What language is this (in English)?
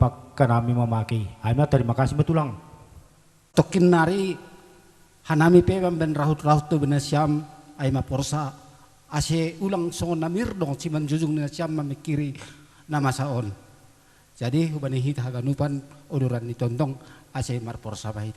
Batak Simalungun